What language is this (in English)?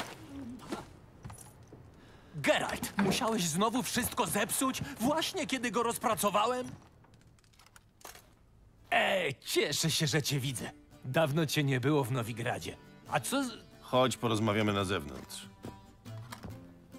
Polish